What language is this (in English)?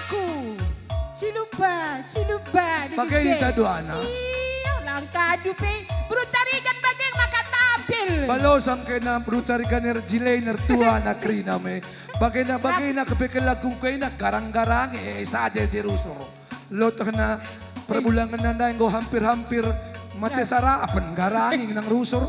Batak Karo